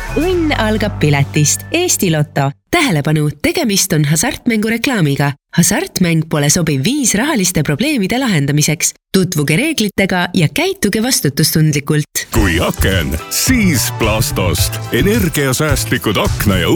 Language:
Estonian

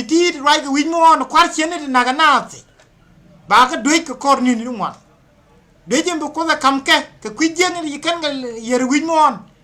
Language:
Nuer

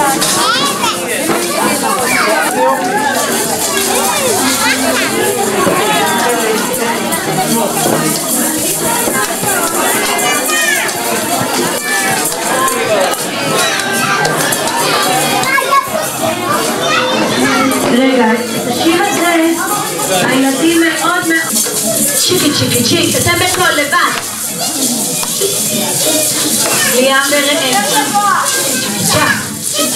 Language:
Hebrew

